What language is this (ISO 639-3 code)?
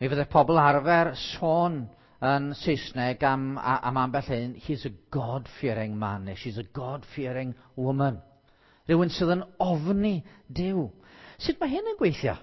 cym